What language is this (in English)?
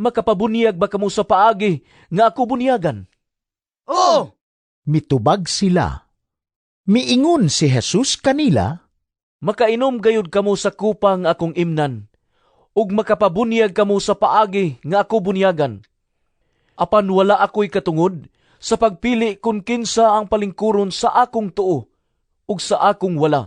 Cebuano